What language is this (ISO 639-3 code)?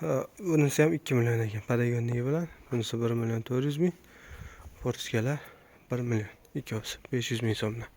uzb